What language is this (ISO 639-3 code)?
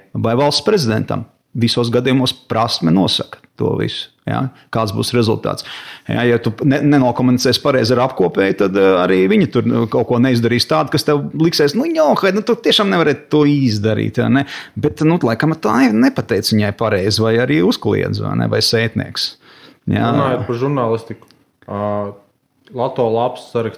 lav